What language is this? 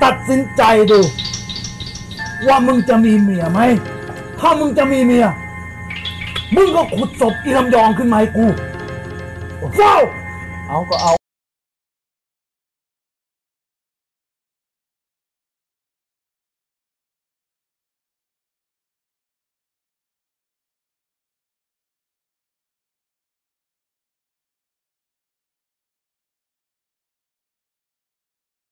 Thai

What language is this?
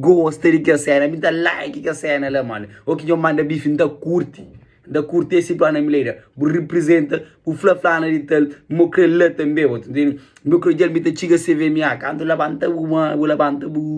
Kabuverdianu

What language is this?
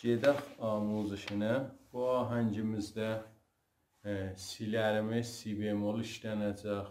South Azerbaijani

